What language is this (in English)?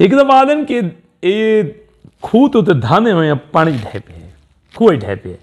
Saraiki